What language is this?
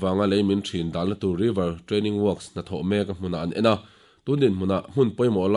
Mizo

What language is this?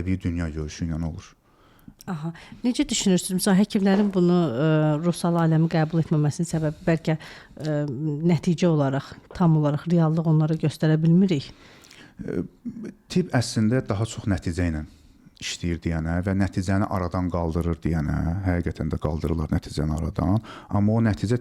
Azerbaijani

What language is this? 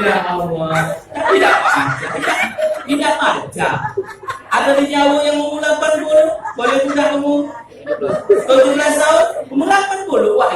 Musi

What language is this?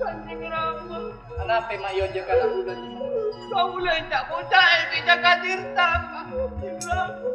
Madurese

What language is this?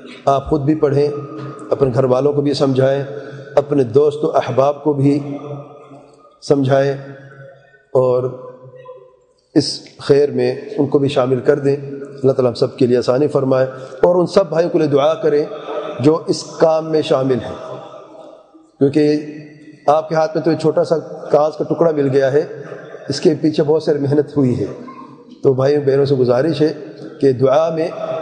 Urdu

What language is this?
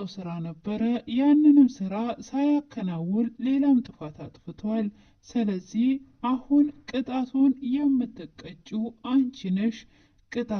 Amharic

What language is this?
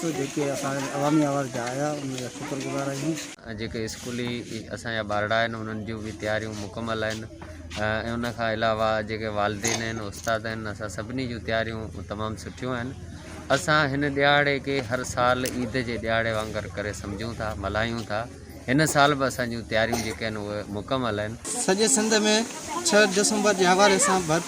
Sindhi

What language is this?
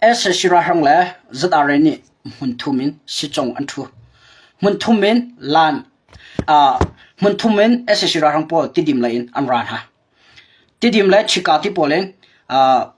Hakha Chin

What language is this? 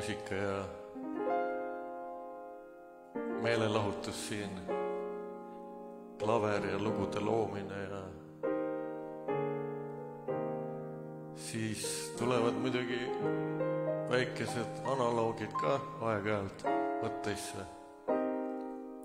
Estonian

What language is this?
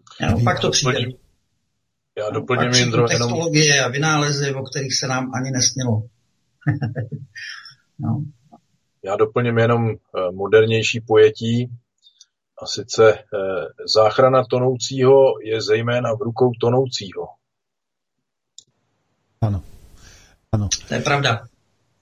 Czech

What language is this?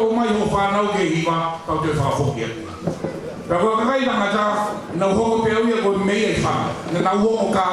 Tongan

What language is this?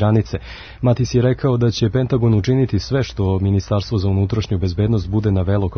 Serbian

